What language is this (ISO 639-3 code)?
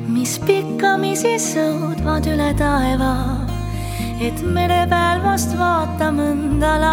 est